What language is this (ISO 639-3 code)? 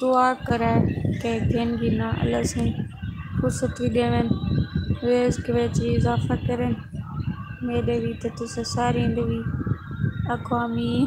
skr